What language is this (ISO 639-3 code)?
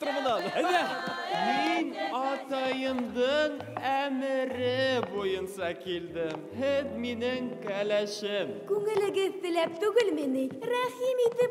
bak